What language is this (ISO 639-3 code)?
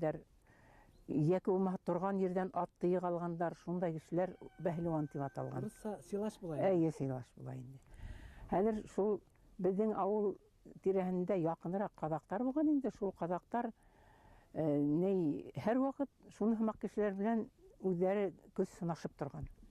bak